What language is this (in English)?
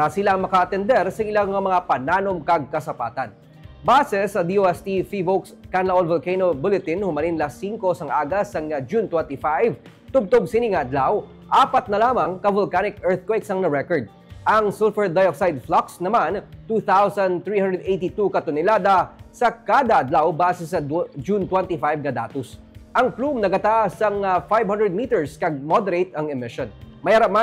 Hiligaynon